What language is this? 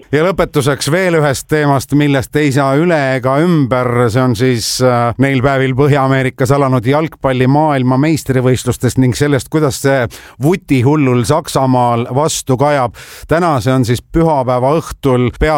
Estonian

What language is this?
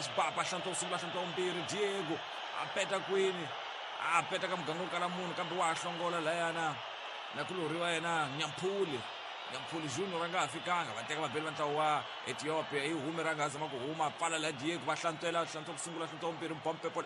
Tsonga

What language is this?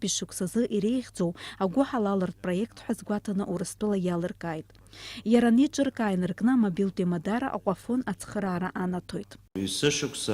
Abkhazian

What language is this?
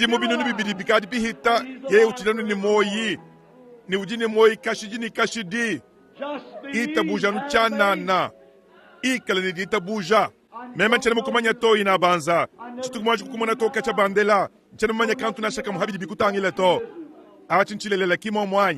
Luba-Lulua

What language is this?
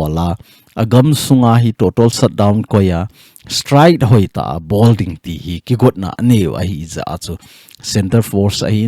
Thado Chin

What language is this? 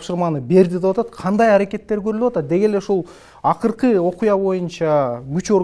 Kyrgyz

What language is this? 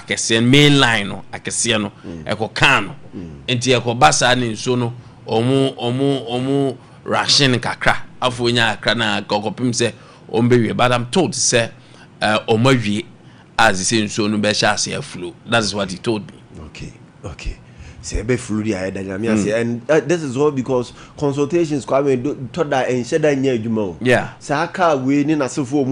Akan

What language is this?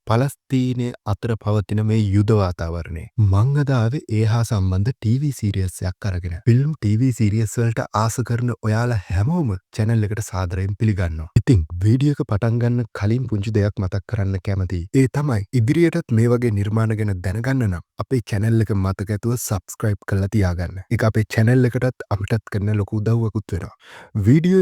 Sinhala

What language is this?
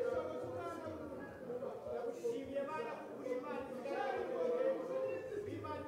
Kinyarwanda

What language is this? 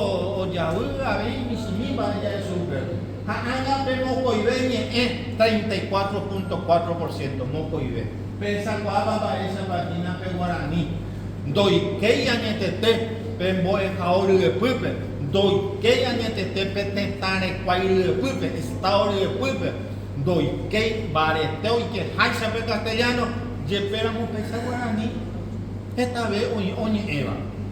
Guarani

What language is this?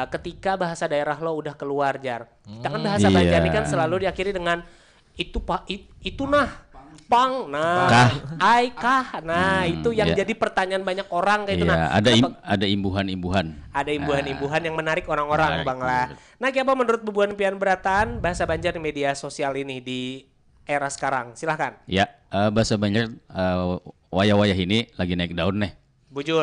Banjar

